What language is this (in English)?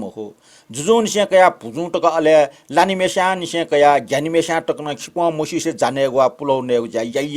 Newari